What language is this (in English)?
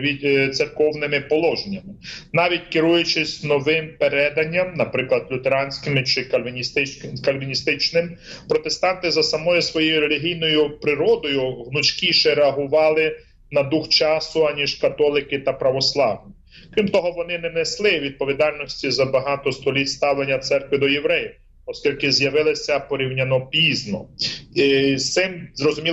Ukrainian